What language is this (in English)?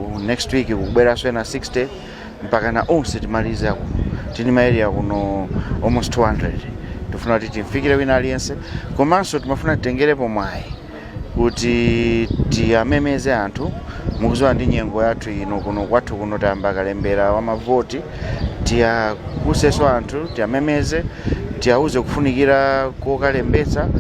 Nyanja